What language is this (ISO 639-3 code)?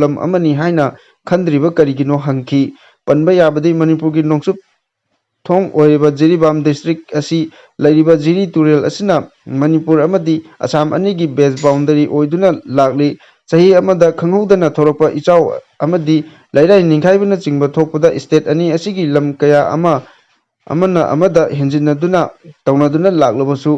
mni